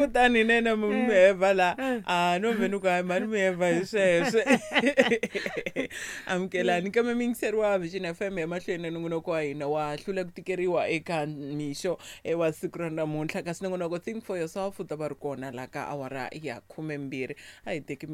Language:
Tsonga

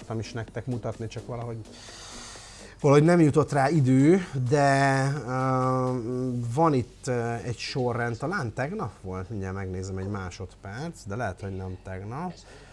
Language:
Hungarian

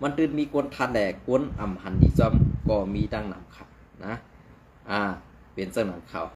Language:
Shan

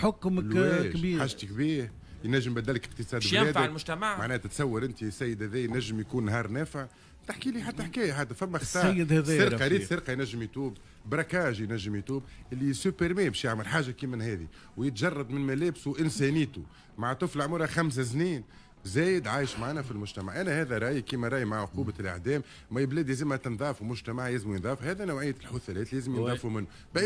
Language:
Tunisian Arabic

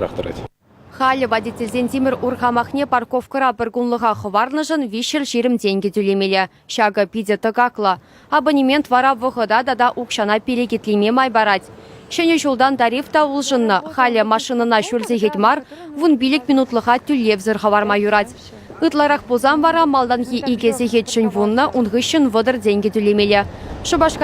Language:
Chuvash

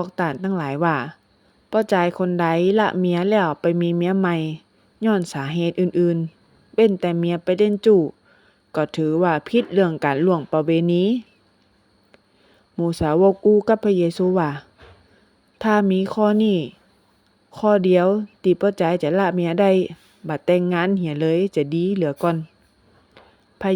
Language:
Northern Thai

